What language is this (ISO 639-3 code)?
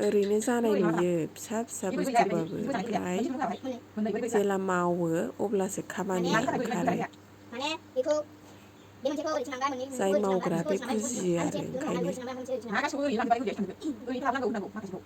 brx